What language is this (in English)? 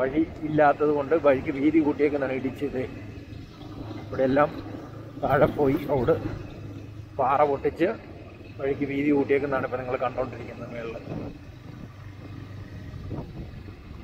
Malayalam